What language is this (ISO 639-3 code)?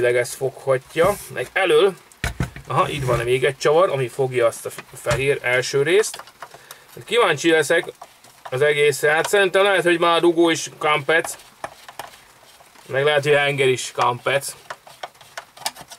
hun